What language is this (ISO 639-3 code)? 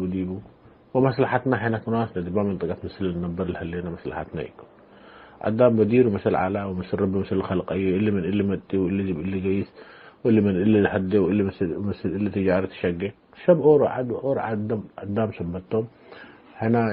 tig